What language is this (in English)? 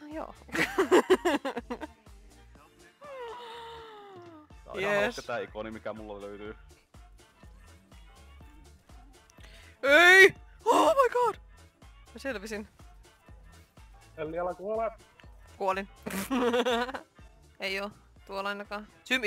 Finnish